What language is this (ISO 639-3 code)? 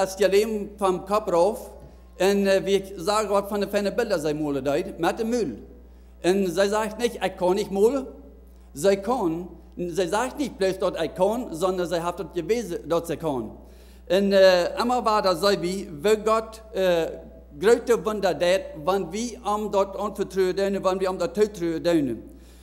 pdt